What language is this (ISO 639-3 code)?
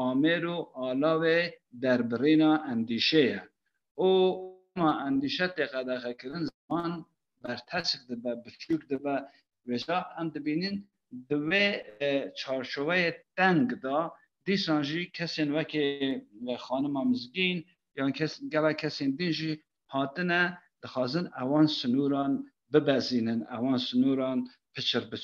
kur